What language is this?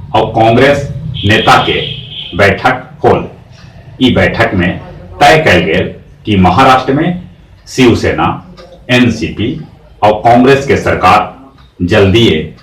Magahi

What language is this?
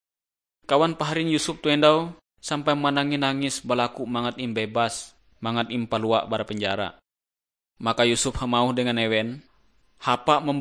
Ngaju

